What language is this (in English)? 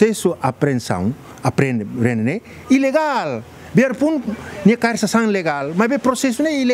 Tetum